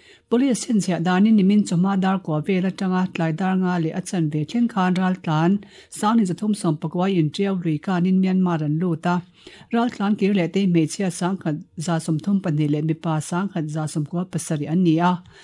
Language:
Mizo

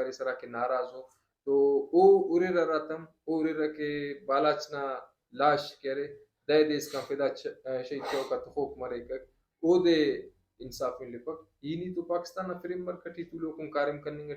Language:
Brahui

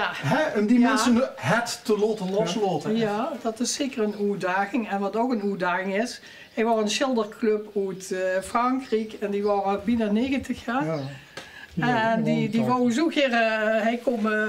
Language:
Limburgish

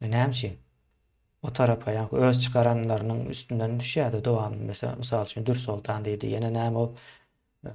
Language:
Turkmen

